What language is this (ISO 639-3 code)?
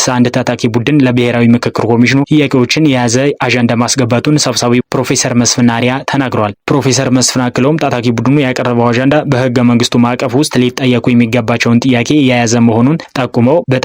amh